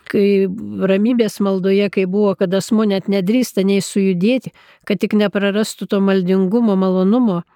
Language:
Lithuanian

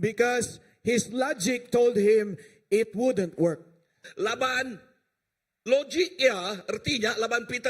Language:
Iban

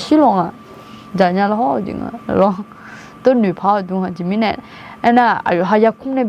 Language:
Akha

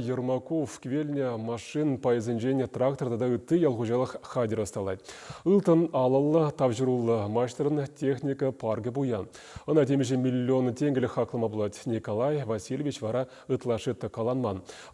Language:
Chuvash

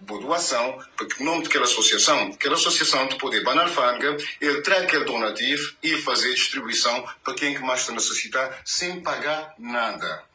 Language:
Kabuverdianu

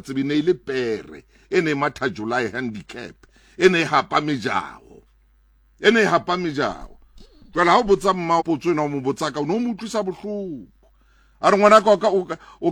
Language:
Southern Sotho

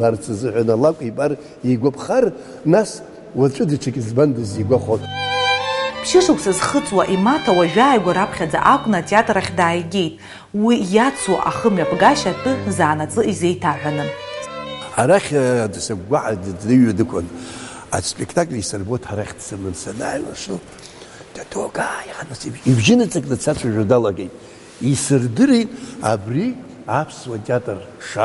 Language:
Abkhazian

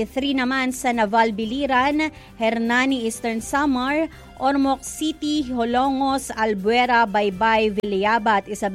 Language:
Filipino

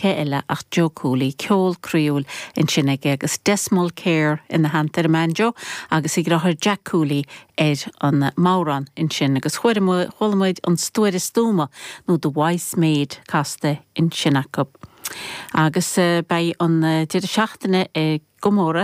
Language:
Irish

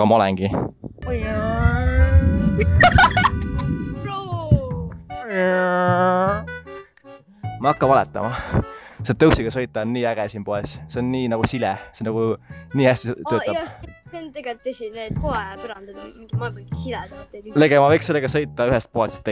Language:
Estonian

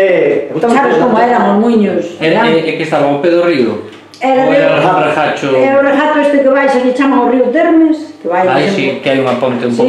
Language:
Galician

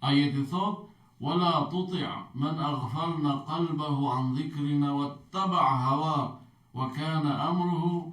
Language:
Albanian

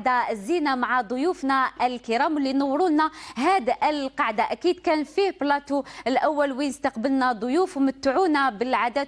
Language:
Algerian Arabic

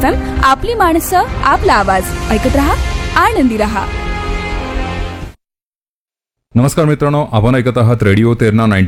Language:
Marathi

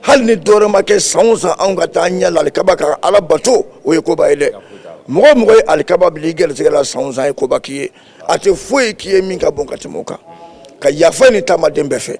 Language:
Bambara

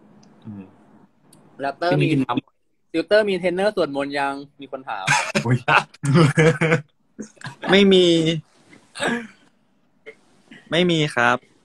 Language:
Thai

